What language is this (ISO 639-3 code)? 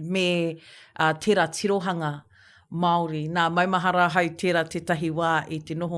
mri